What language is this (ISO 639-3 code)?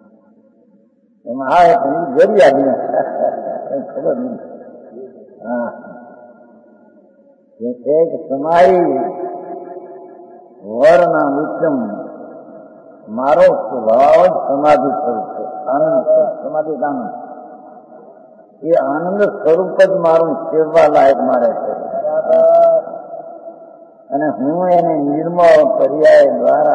guj